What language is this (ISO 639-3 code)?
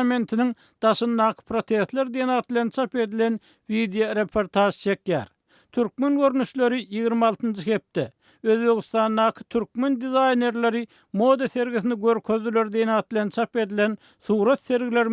tuk